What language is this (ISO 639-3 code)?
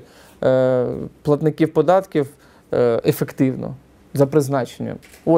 ukr